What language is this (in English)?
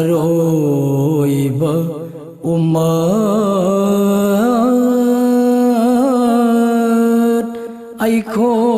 Manipuri